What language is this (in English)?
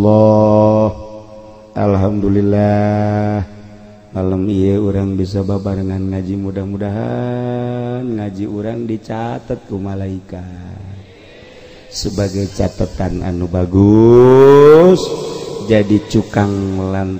Sundanese